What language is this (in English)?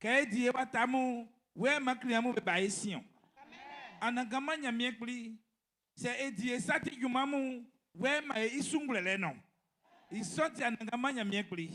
Baoulé